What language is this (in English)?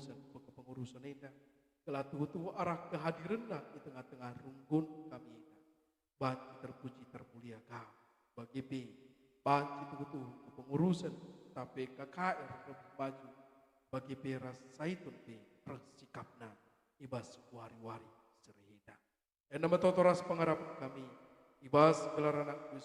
Batak Karo